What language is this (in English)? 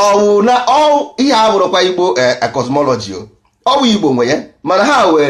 Igbo